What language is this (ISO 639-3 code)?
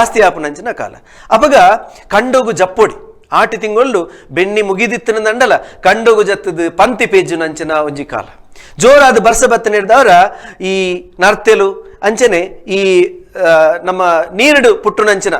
tcy